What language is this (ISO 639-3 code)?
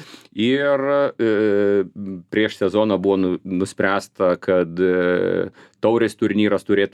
lit